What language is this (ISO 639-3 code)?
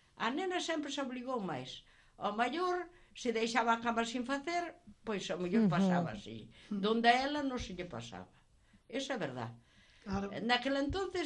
glg